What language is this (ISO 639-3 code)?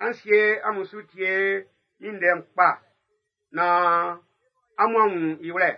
bci